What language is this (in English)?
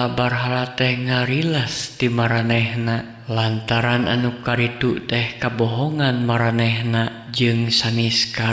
Sundanese